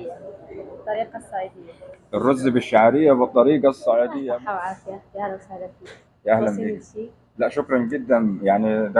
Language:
Egyptian Arabic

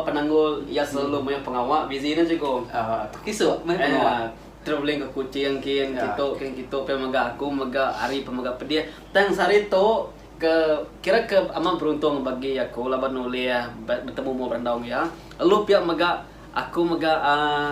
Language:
Iban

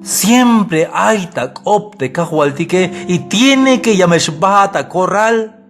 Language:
Tzeltal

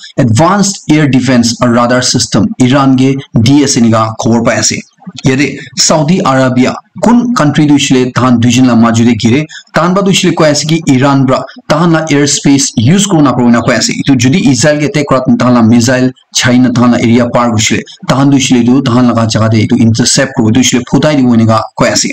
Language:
Naga Pidgin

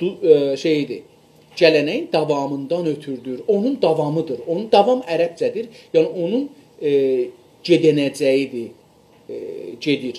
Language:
South Azerbaijani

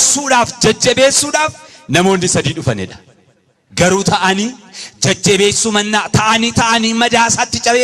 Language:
Oromo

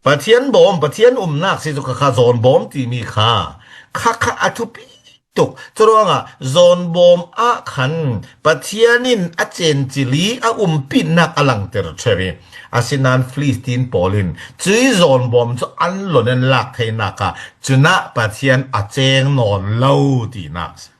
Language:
Falam Chin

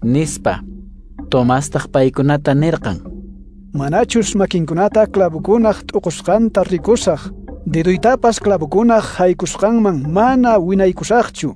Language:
Quechua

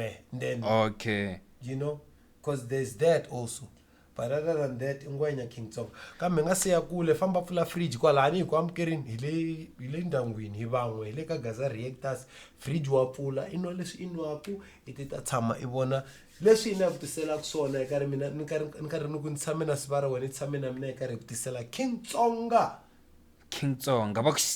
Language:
Tsonga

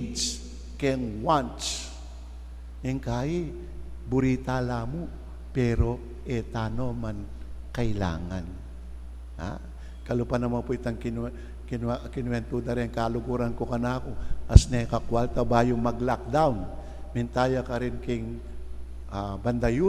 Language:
Pampanga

